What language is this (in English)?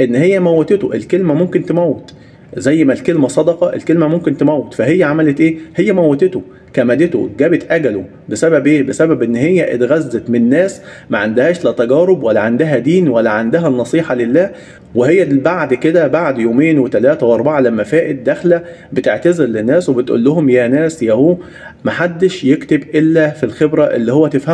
Egyptian Arabic